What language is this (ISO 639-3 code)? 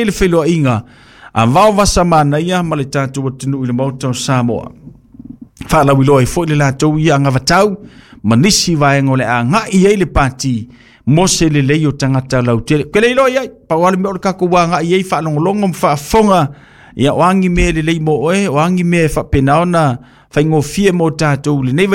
smo